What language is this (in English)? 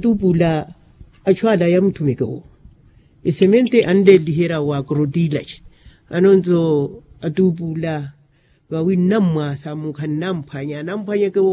Makhuwa